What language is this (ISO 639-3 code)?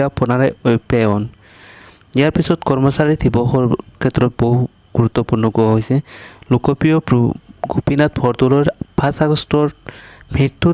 asm